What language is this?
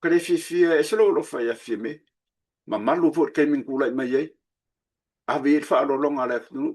Samoan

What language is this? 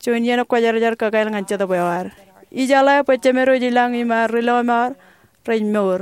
Marshallese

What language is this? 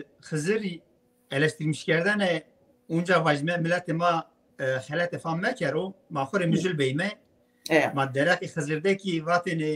Zaza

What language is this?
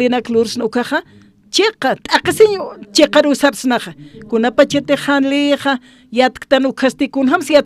Aymara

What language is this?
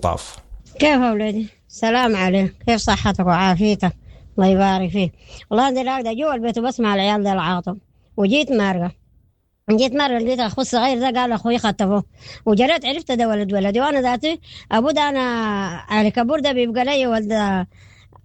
Sudanese Arabic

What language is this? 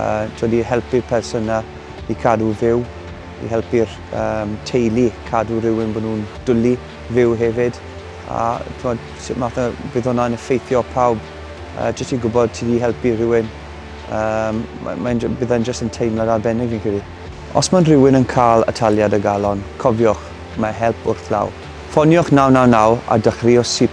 Welsh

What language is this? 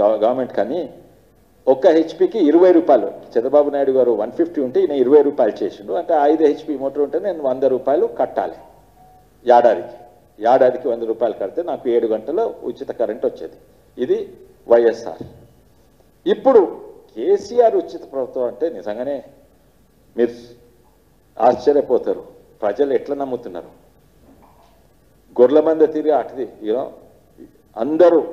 Telugu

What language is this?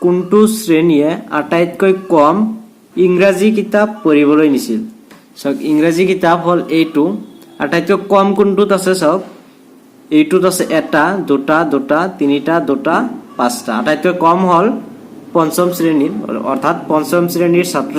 Assamese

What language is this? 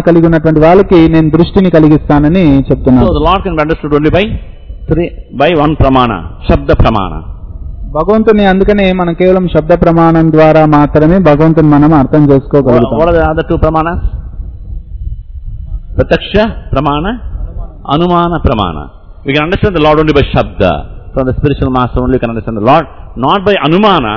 Telugu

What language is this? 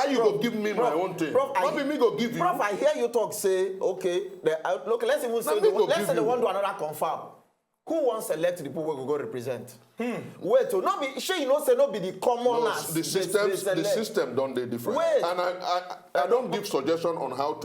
Nigerian Pidgin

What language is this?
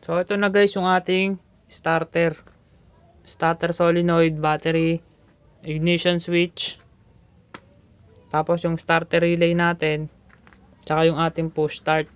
Filipino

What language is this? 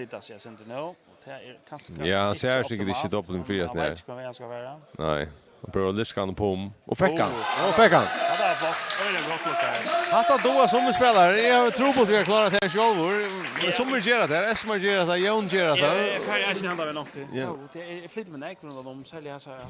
Faroese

